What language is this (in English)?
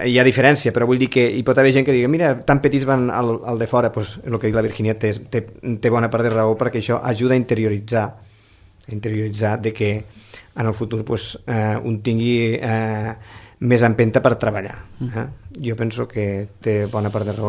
Catalan